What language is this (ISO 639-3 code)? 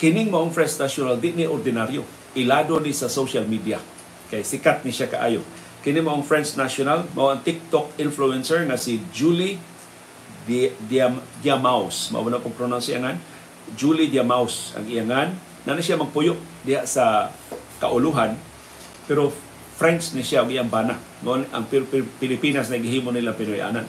ceb